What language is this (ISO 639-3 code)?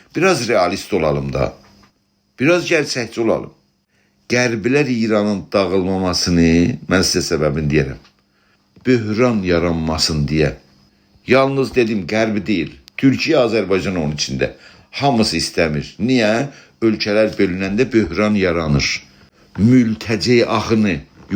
azb